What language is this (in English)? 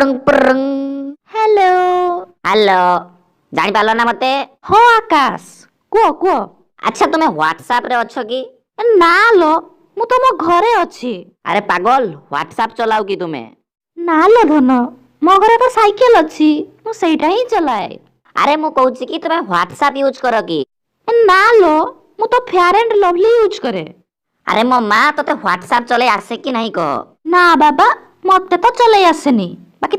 Odia